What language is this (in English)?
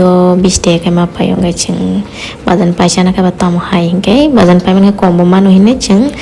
Kok Borok